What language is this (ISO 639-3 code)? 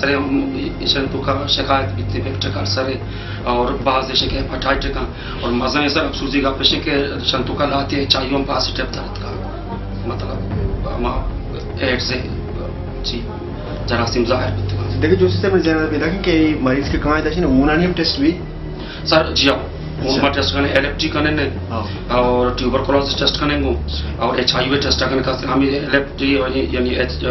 bal